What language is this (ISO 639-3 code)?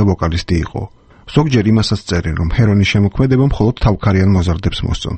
kat